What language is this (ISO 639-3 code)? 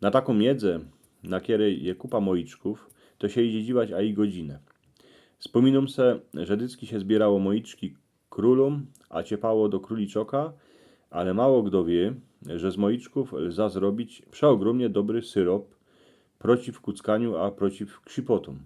szl